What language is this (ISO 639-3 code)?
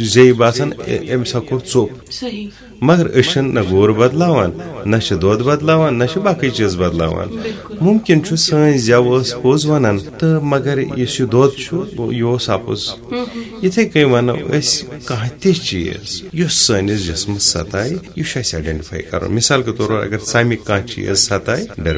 kas